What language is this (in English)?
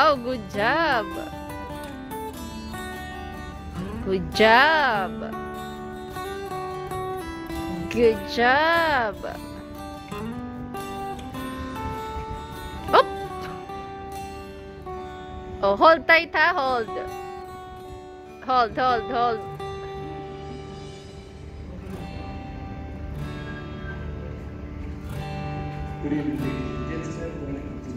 Filipino